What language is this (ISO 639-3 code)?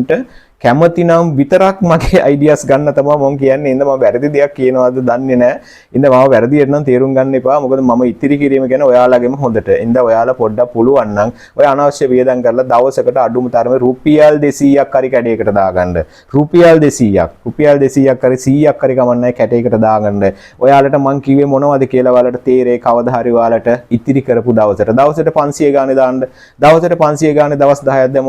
sin